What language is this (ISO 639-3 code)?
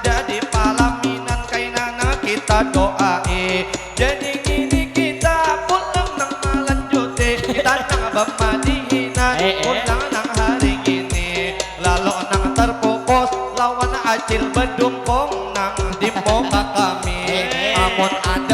bjn